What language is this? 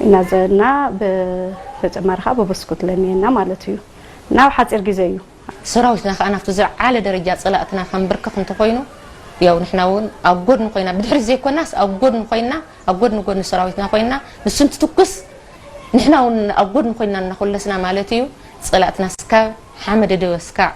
Tigrinya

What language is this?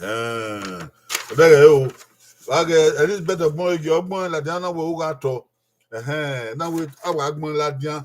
Bini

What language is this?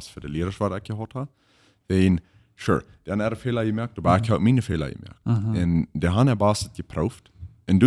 Plautdietsch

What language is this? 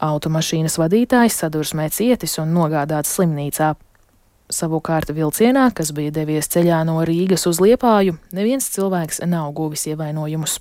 Latvian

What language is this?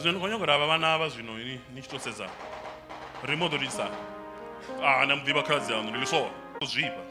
Venda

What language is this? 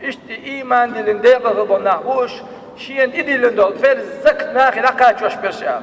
Chechen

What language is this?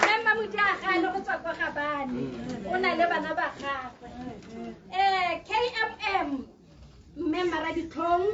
Tswana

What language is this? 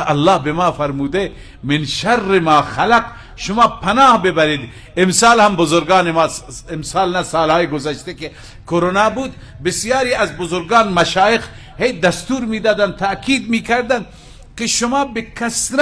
Persian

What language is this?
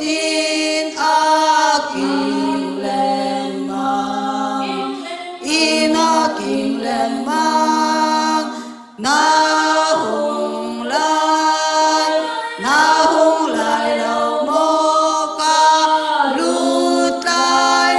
Hakha Chin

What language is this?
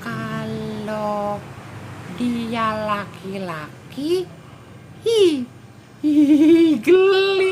Betawi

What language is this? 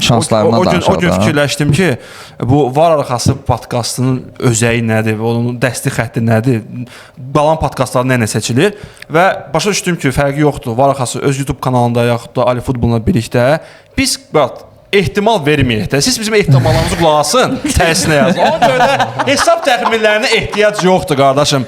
Azerbaijani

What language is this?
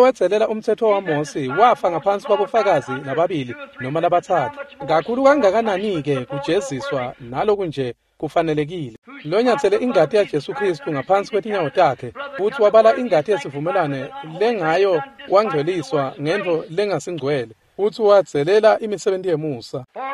Swati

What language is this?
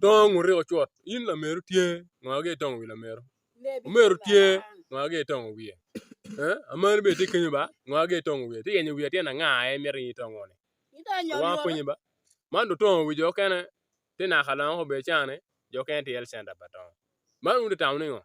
Acoli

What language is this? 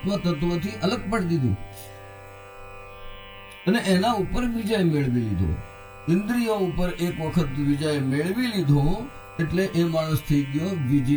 Gujarati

